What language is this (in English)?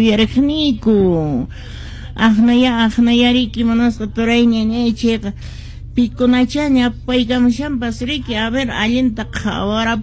Quechua